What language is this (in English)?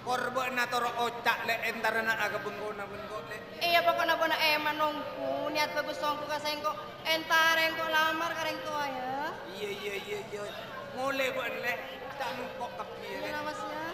Madurese